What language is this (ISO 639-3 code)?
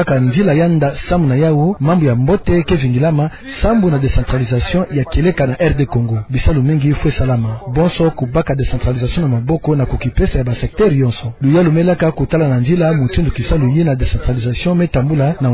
ktu